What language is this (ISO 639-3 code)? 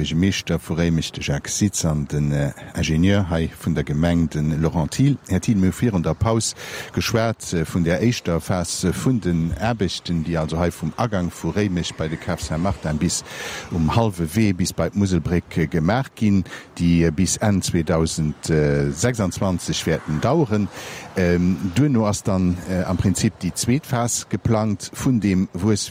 ltz